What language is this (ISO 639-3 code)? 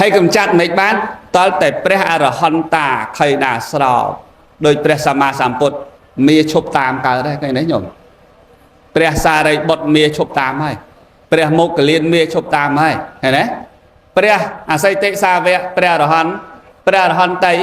khm